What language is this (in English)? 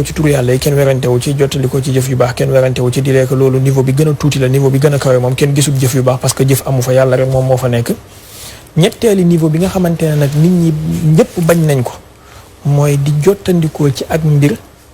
Wolof